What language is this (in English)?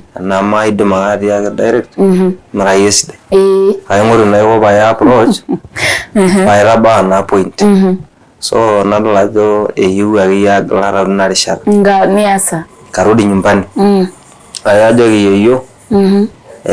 Masai